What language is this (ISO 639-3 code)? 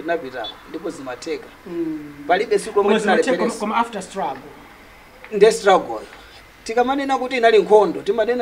nya